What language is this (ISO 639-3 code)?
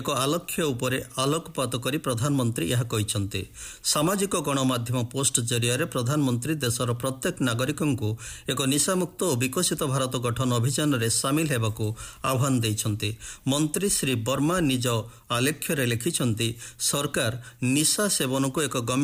ori